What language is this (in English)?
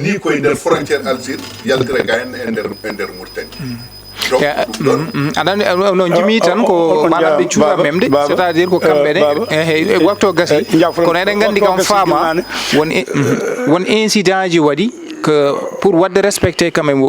Fula